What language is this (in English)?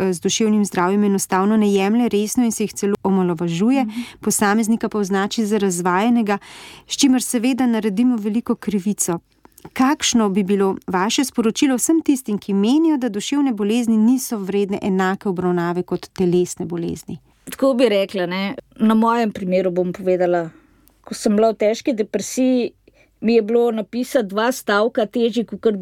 Slovenian